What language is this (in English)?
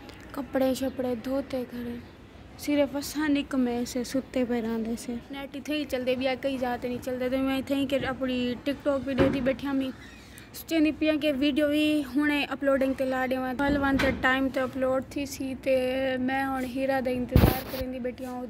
Saraiki